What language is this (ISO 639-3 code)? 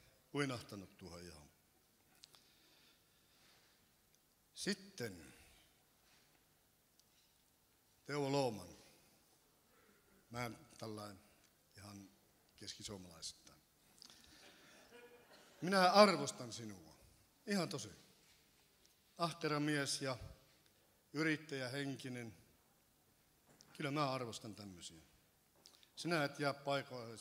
fin